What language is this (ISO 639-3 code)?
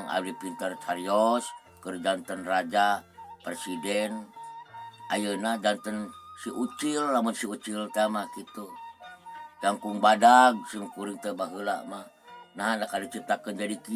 sun